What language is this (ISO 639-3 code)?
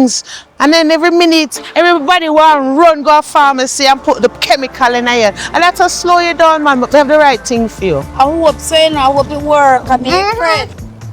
jam